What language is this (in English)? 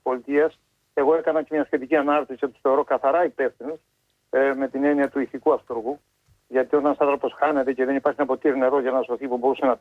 Greek